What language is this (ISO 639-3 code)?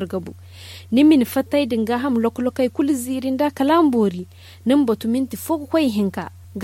dje